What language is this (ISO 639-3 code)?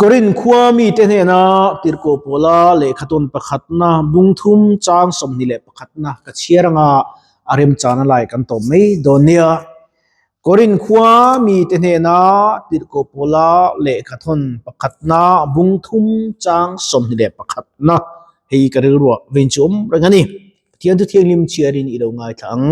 lus